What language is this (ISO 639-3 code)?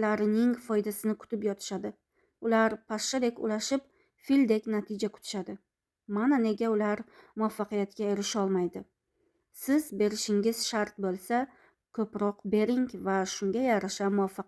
uzb